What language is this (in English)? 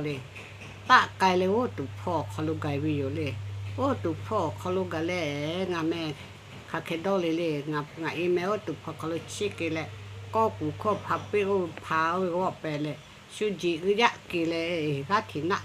Lahu